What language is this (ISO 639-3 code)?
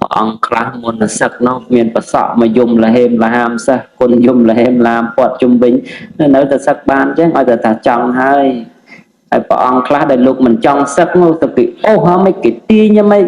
khm